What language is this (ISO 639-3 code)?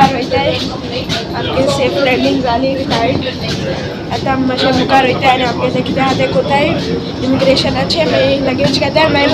kok